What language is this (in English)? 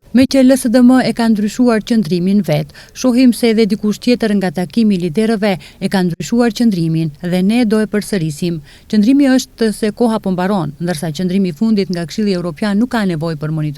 Albanian